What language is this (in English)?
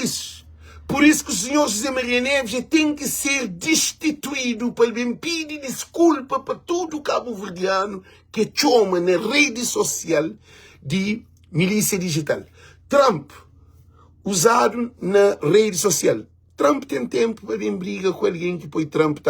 Kabuverdianu